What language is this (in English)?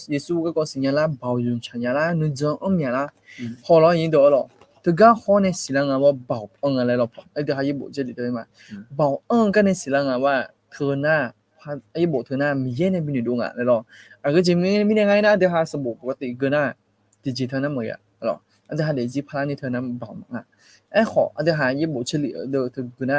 Akha